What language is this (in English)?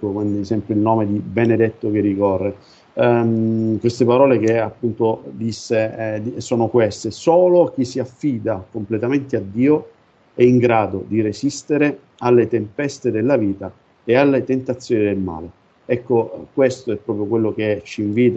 Italian